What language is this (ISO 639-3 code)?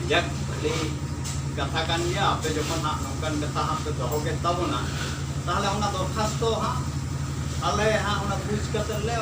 sat